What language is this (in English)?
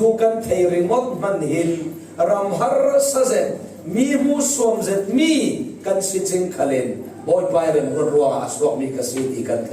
Falam Chin